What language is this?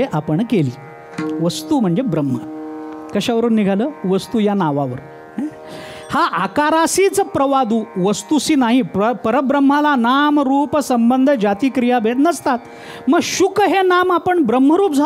Marathi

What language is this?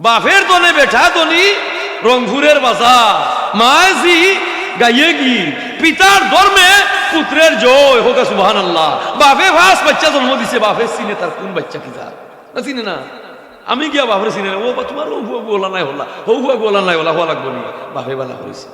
Sylheti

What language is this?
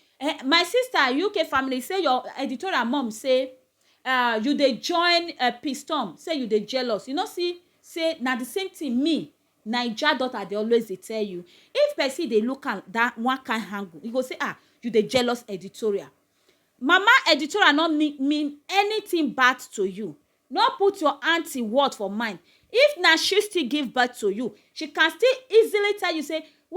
Nigerian Pidgin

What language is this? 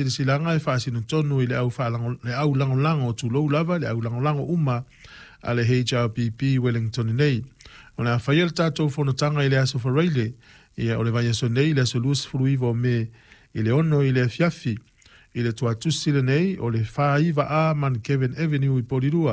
Samoan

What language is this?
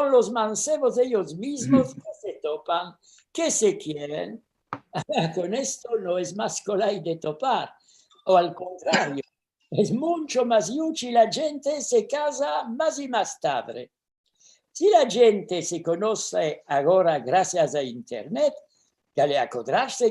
Ladino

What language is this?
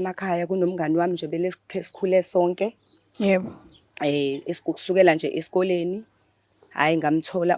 Zulu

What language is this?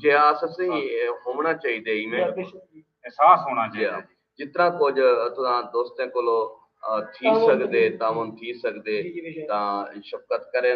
Saraiki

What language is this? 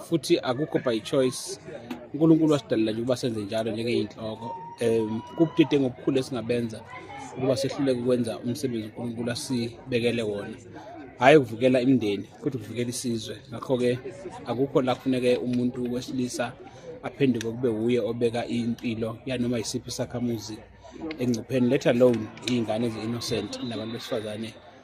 Zulu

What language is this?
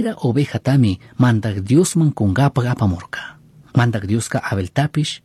Chimborazo Highland Quichua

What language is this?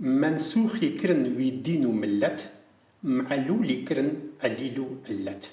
Kurdish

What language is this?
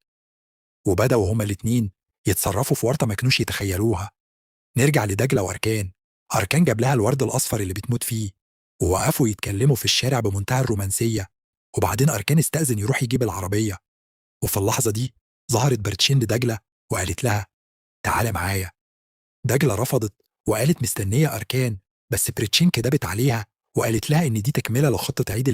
Egyptian Arabic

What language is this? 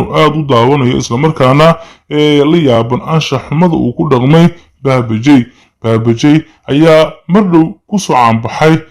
Somali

